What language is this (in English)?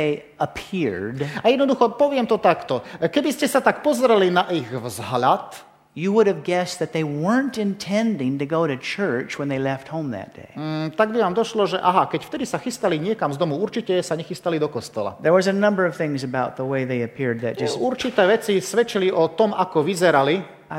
Slovak